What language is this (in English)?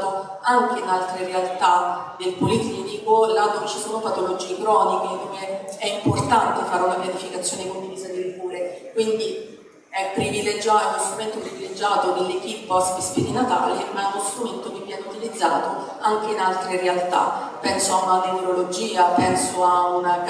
Italian